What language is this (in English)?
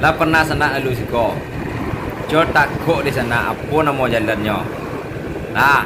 Minangkabau